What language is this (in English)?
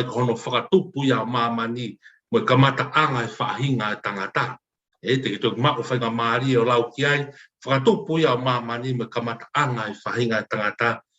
Tongan